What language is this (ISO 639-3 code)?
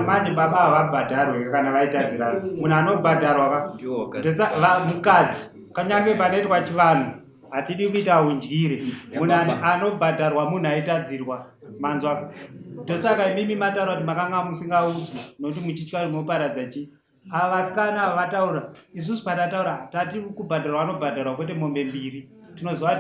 sna